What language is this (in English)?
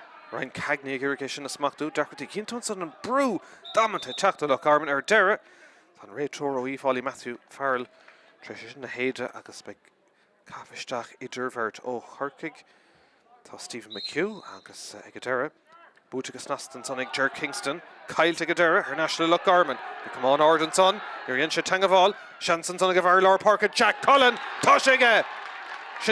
Irish